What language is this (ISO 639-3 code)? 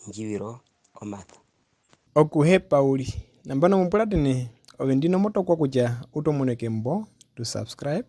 her